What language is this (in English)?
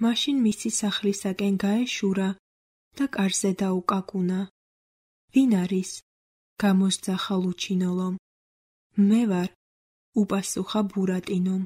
Georgian